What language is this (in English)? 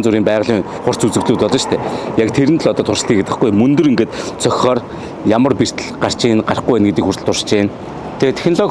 Mongolian